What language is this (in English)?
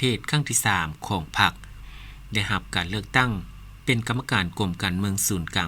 Lao